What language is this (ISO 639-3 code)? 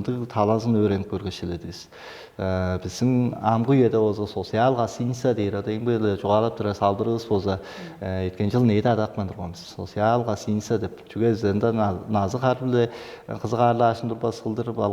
tyv